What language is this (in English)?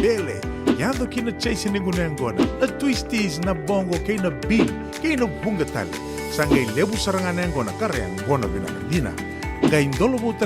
Fijian